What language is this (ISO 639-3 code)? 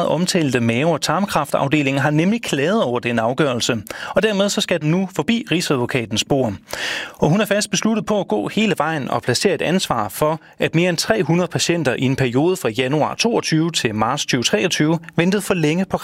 dan